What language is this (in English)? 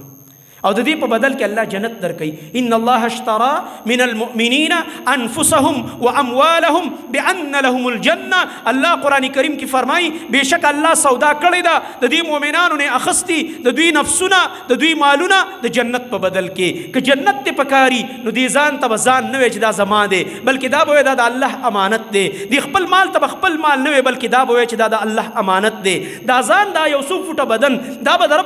Pashto